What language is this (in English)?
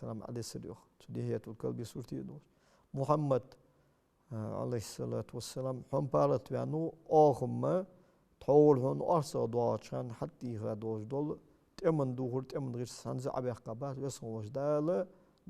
Ingush